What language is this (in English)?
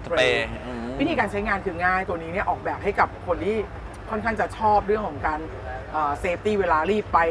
Thai